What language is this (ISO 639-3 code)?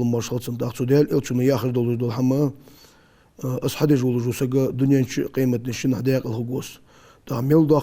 inh